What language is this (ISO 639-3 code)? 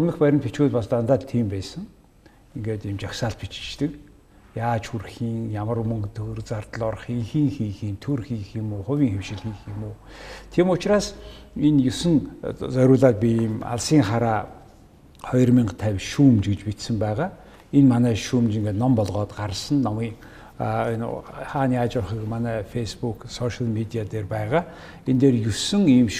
mon